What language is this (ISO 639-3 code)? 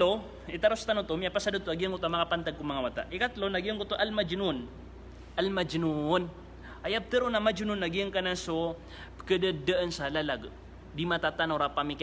mrw